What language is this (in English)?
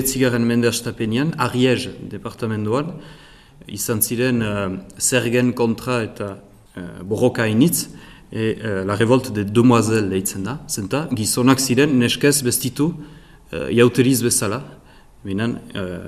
Basque